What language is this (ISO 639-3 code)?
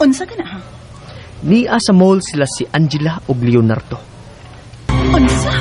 ceb